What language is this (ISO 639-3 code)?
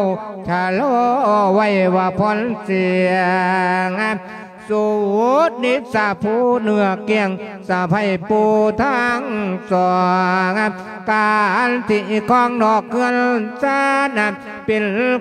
lao